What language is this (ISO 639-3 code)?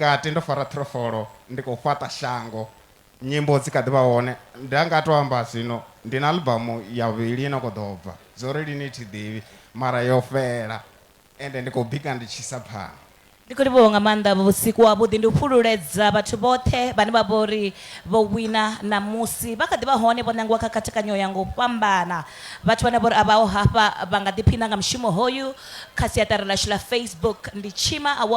ven